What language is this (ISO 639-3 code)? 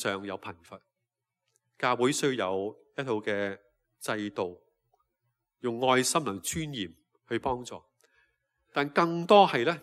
yue